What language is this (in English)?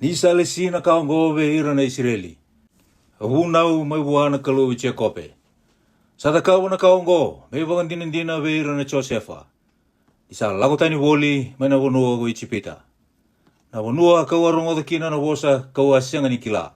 Fijian